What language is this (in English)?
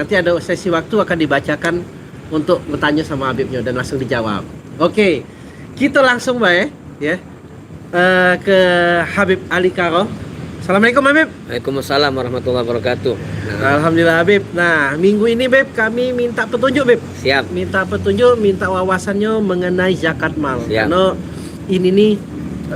Musi